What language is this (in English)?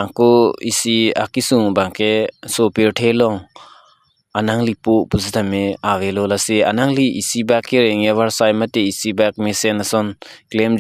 Karbi